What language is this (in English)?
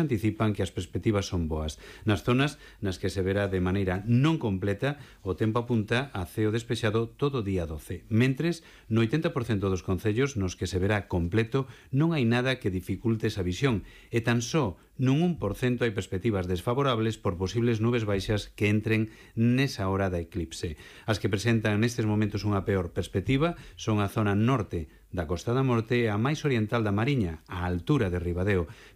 Galician